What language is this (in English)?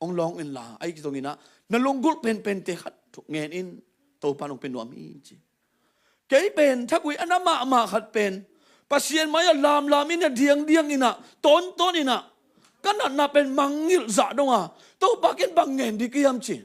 Tedim Chin